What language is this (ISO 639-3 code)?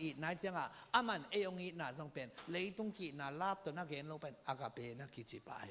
ctd